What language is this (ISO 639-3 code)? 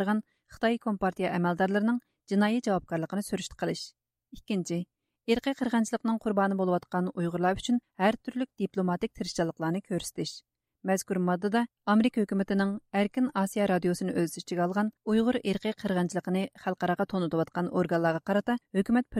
uig